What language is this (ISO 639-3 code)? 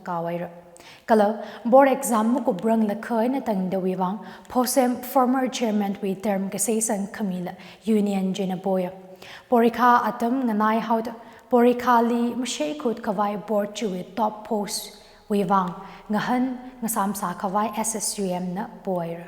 nmf